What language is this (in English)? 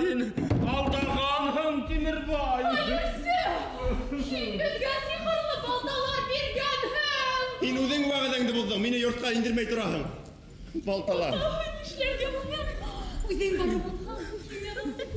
Bashkir